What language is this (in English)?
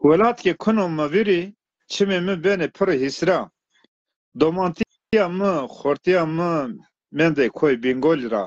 Zaza